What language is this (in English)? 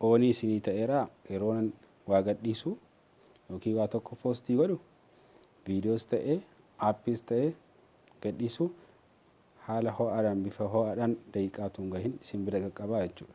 Oromo